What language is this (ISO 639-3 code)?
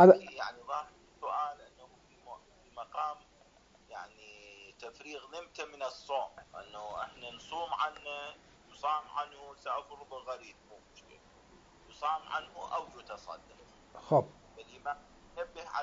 acm